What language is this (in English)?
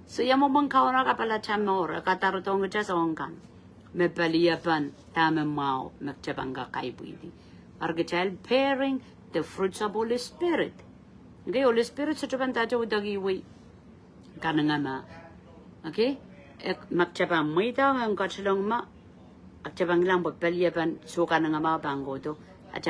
Pohnpeian